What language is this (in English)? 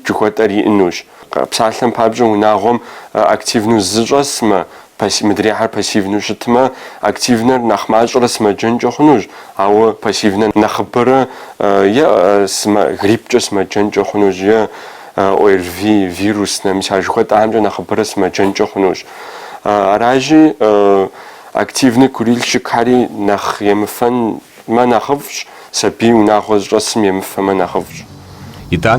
Kabardian